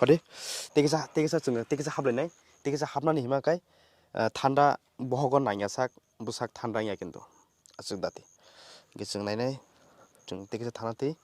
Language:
Kok Borok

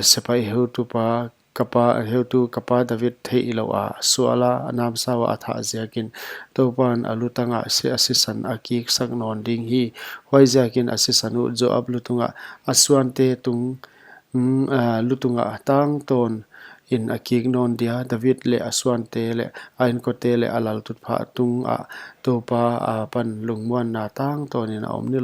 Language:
Paite Chin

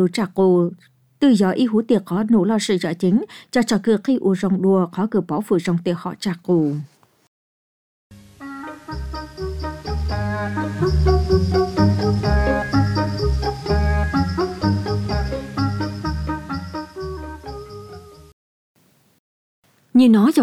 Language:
Vietnamese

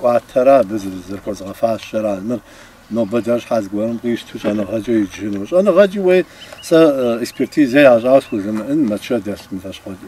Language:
Kabardian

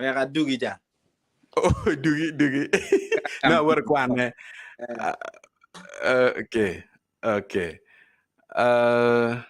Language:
Acoli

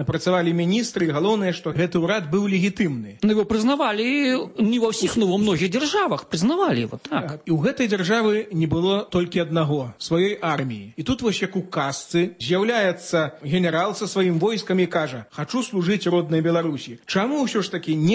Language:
Belarusian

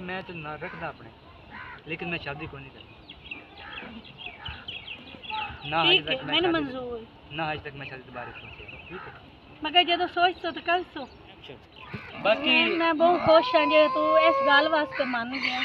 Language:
Punjabi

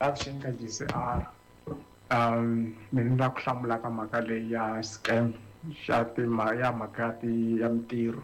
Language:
Tsonga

